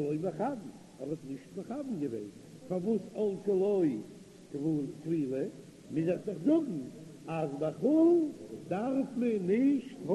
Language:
Yiddish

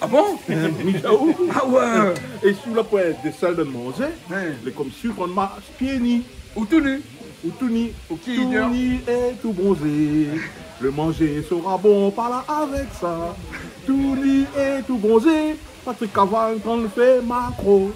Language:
Réunion Creole French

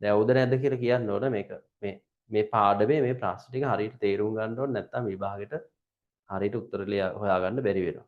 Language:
Sinhala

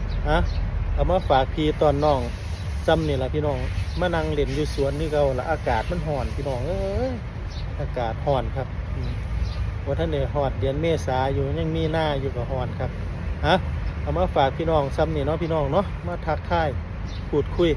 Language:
Northeastern Thai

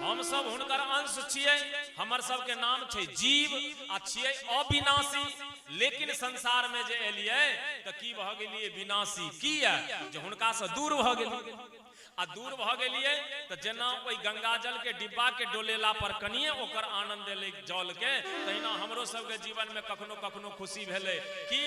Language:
Maithili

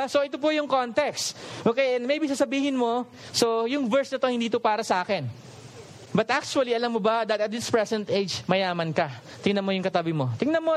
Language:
Filipino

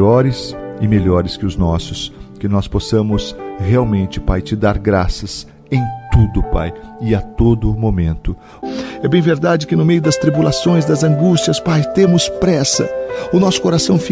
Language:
Portuguese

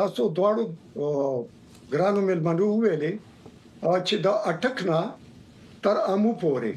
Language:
Pashto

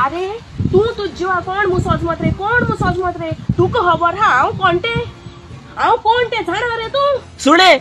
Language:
Konkani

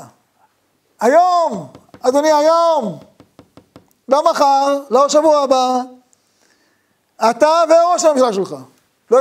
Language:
Hebrew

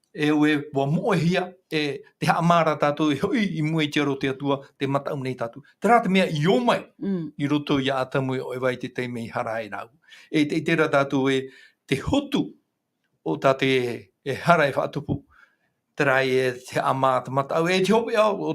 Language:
Tahitian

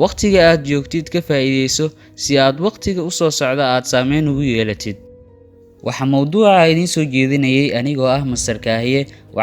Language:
Somali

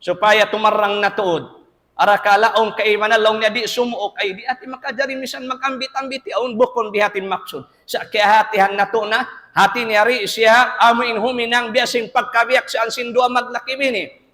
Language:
Tausug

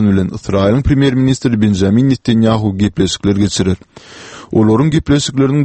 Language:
Turkmen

